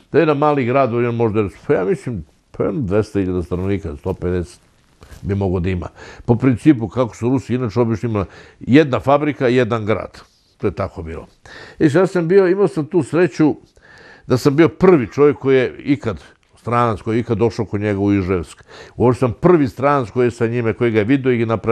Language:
Serbian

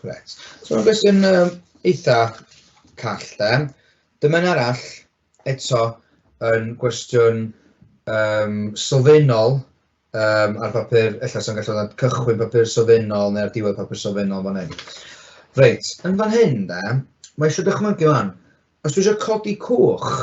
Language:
Welsh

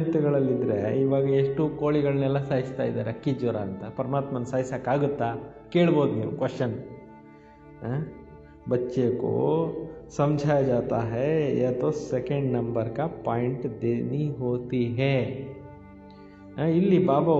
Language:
Kannada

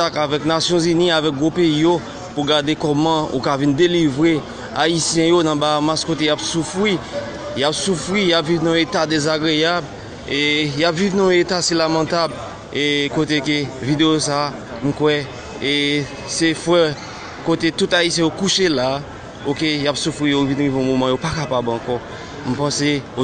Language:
Haitian Creole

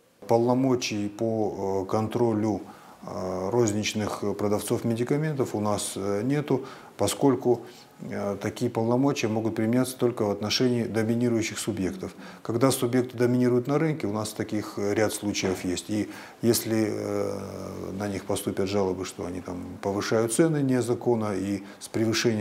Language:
Russian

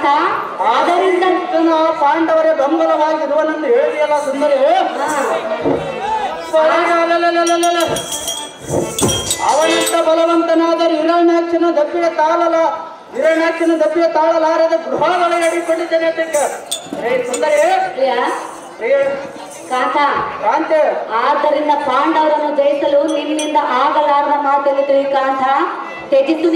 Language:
Kannada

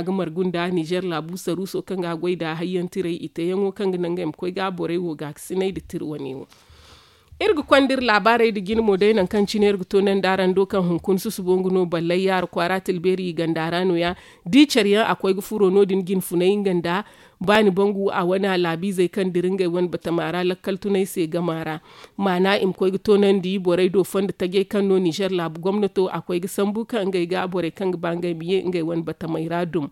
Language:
Zarma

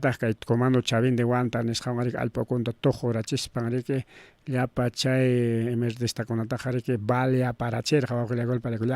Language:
Ayacucho Quechua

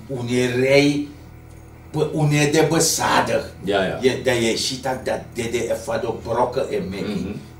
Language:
Sranan Tongo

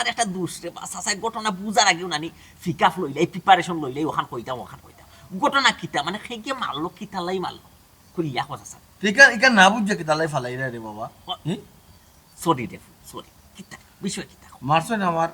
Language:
Sylheti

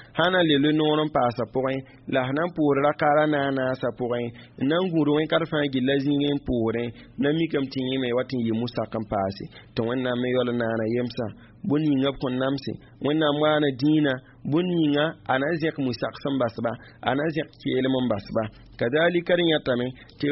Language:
Mossi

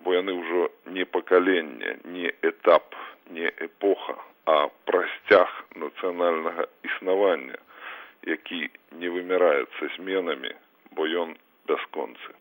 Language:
Belarusian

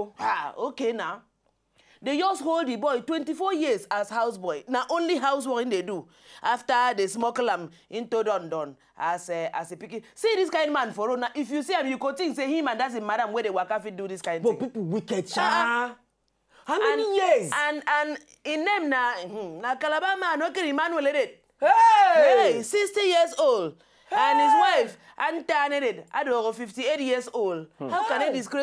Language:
Nigerian Pidgin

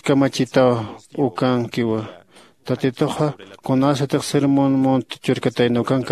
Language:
Aymara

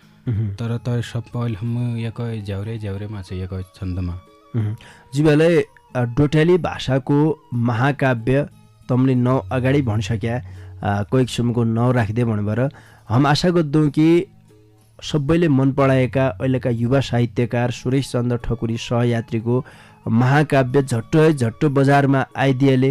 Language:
Dotyali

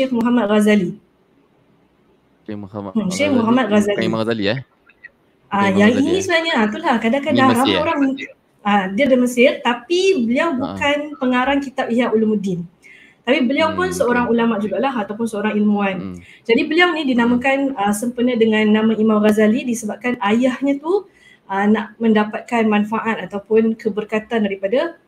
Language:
Malay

